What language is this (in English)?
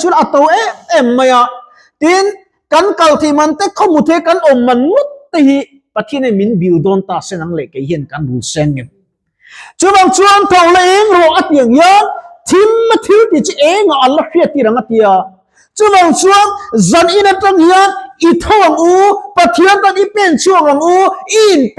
Mizo